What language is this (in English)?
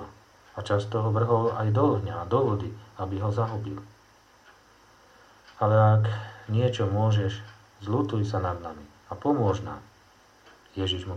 Slovak